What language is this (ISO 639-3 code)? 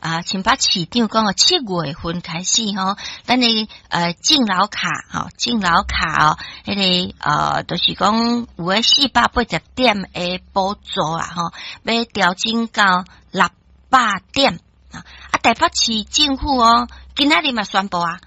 nan